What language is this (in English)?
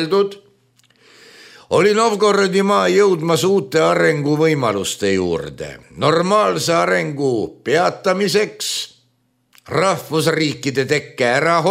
Estonian